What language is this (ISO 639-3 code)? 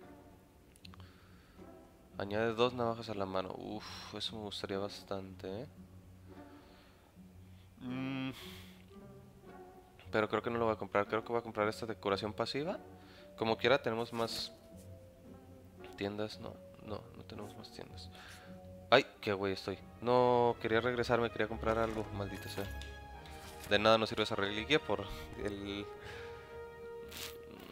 spa